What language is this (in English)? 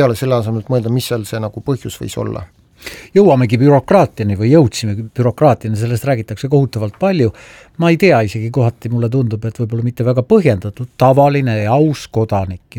Estonian